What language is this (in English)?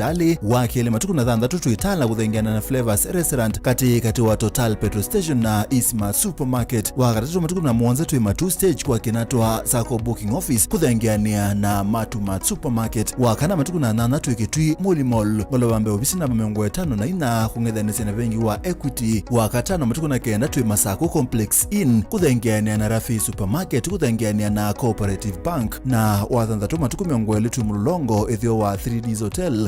Kamba